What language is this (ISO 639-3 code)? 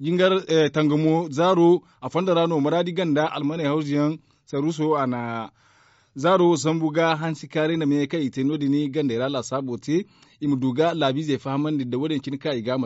dje